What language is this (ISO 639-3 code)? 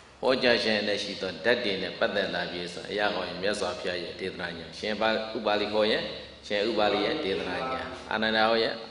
mya